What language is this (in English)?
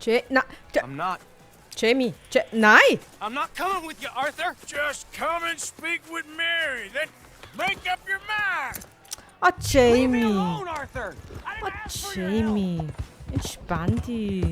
Swiss German